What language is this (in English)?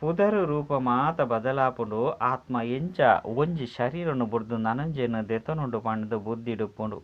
Tulu